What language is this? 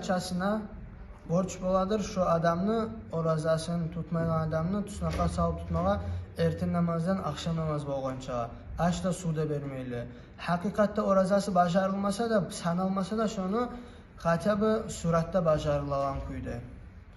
Kumyk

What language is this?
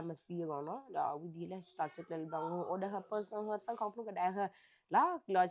S'gaw Karen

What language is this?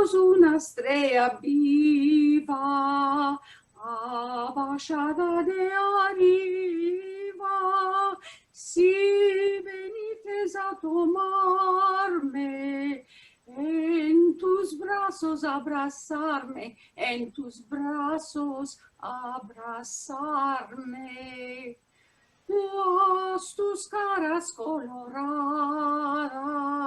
Ladino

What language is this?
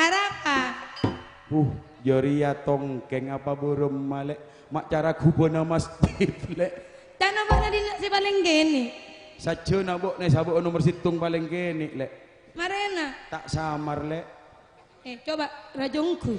Madurese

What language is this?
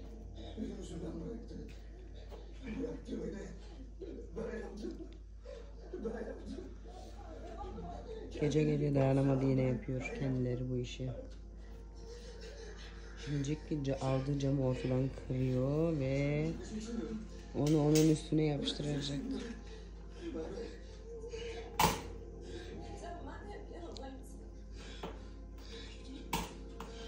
Turkish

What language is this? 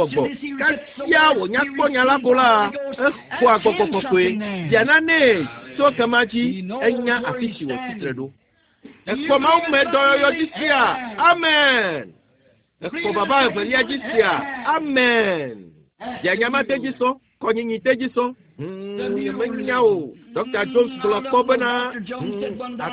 Ewe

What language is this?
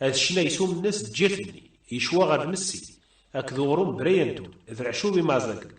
Kabyle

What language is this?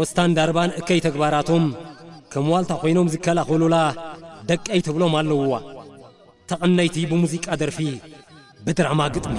Tigrinya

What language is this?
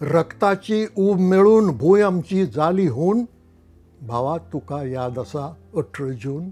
Konkani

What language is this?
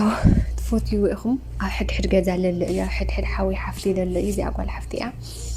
Tigrinya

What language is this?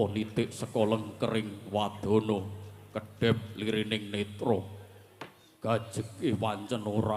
Javanese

